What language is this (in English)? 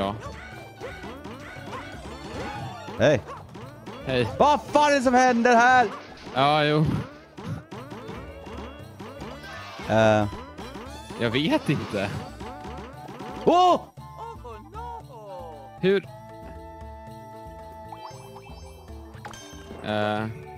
Swedish